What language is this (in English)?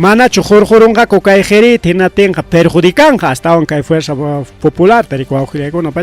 Ayacucho Quechua